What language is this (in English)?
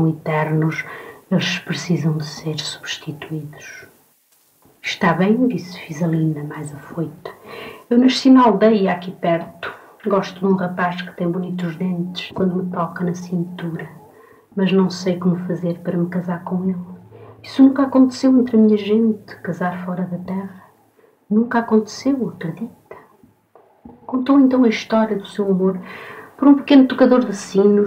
Portuguese